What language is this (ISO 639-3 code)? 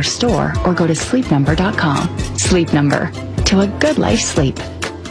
eng